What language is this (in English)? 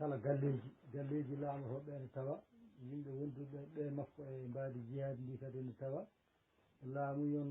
Fula